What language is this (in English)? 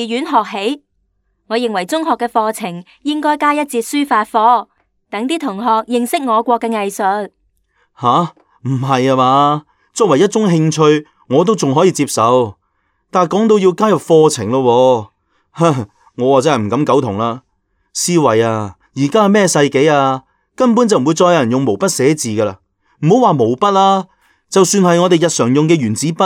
Cantonese